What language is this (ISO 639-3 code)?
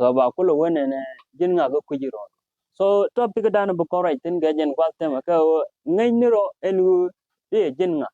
nus